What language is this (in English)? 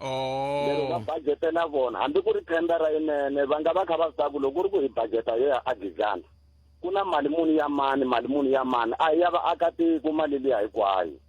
Tsonga